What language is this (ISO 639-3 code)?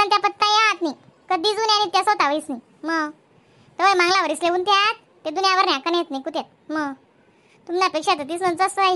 khn